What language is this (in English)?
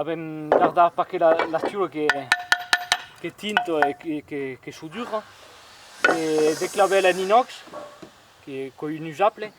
Occitan